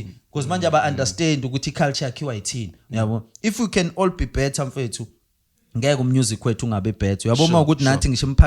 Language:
Zulu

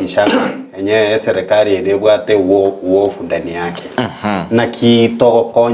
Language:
Gusii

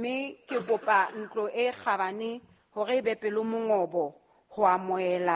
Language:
Southern Sotho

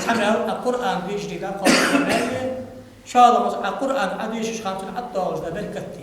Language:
Ingush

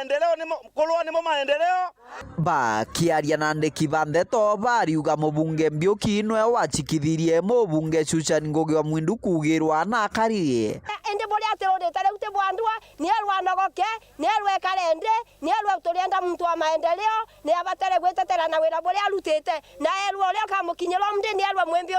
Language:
Meru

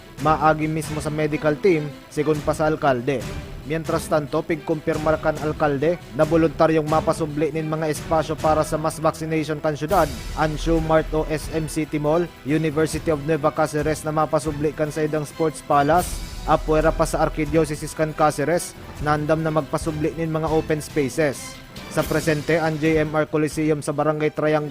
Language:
Bikol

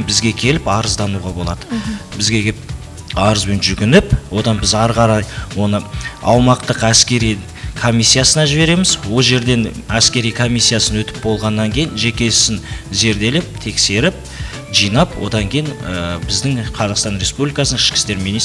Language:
Kazakh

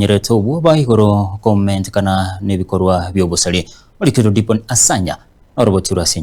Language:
Gusii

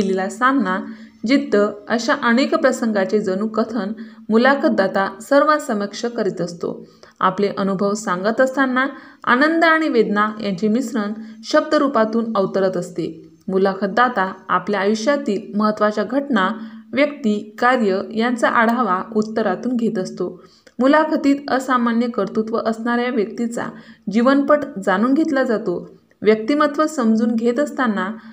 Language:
Marathi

